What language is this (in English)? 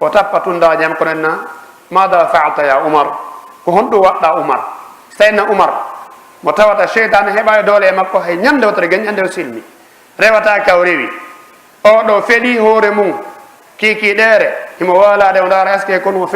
Fula